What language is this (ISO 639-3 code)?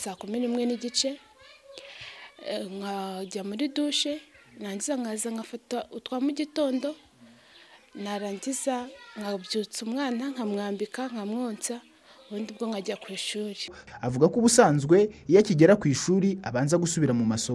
kin